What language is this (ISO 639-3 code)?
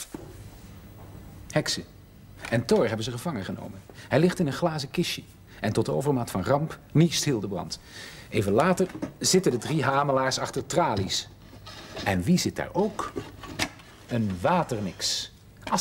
nld